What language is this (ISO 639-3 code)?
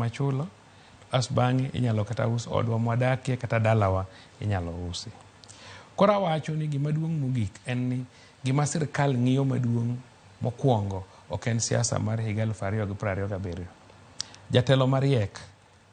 luo